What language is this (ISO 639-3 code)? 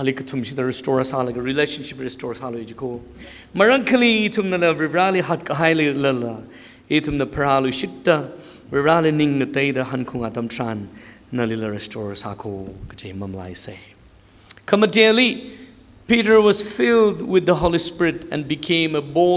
nmf